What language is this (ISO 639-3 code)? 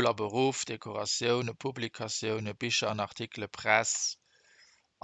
ltz